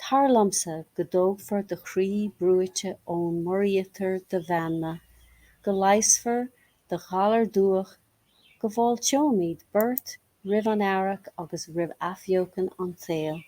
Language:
Irish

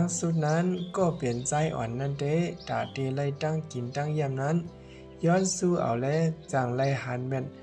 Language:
Shan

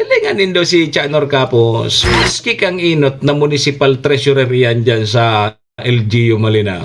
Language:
Bikol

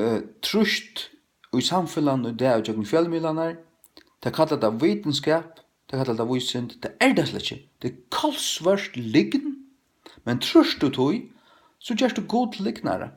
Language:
Faroese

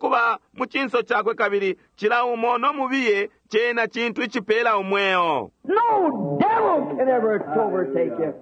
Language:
Bemba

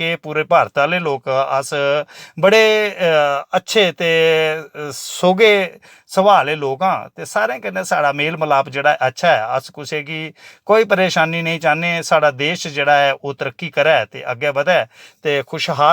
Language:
Dogri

